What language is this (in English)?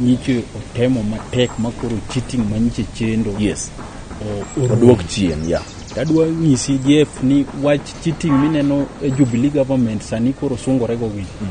Luo (Kenya and Tanzania)